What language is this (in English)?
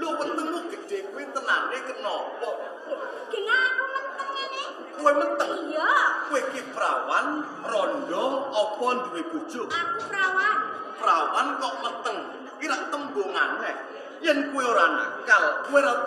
Javanese